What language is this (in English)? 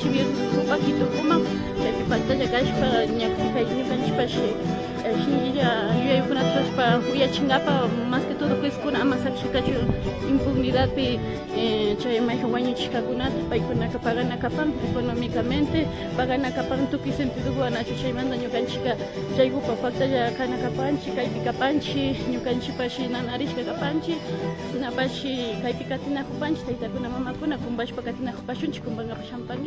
Imbabura Highland Quichua